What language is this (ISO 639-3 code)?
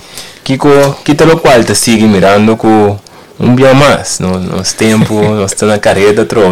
pap